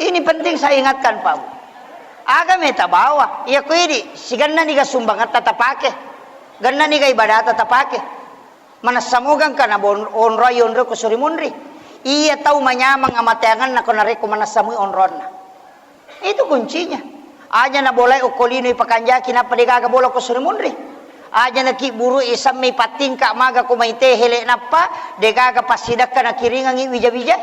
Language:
Buginese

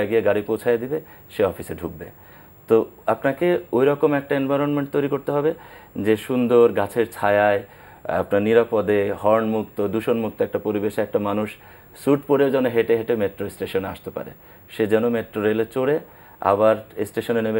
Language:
Bangla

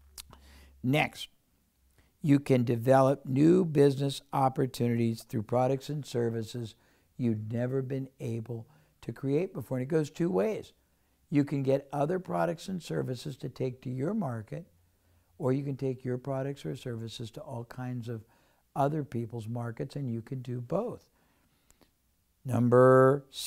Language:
English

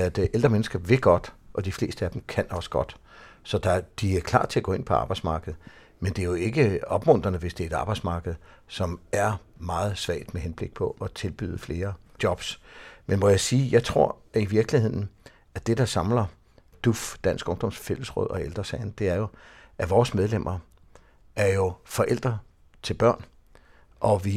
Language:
Danish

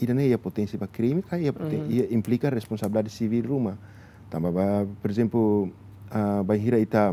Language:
Tetum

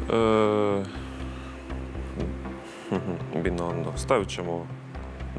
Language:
Croatian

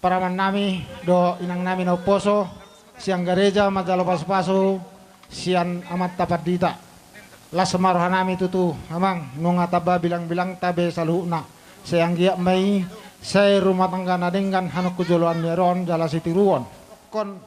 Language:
Batak Toba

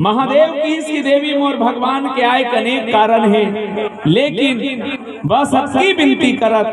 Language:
Chhattisgarhi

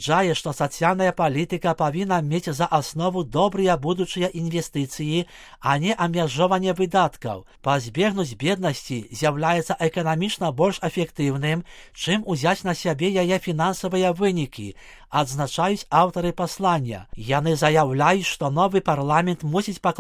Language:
Belarusian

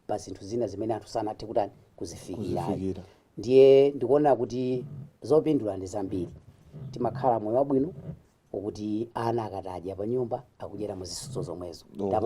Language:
Nyanja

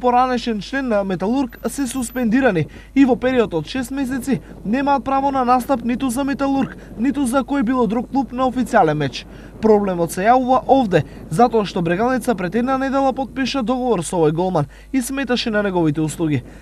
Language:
Macedonian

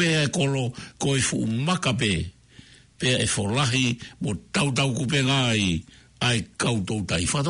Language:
Tongan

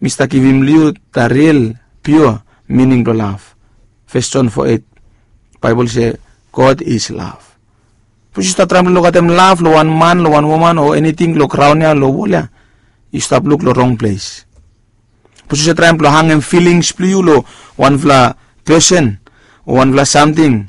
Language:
Bislama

